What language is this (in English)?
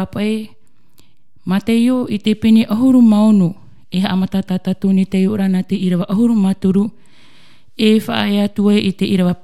Tahitian